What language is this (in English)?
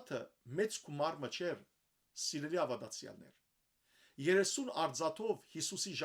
Western Armenian